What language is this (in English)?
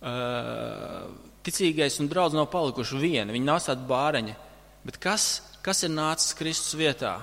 Latvian